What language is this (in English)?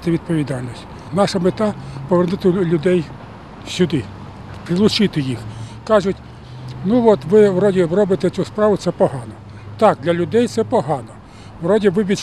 Ukrainian